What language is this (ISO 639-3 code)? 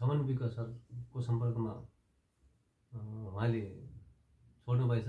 nep